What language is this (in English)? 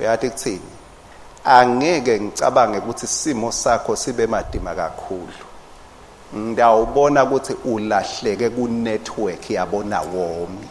Swati